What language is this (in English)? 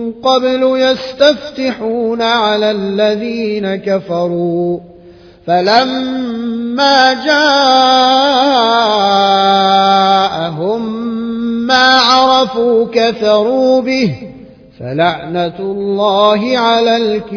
Arabic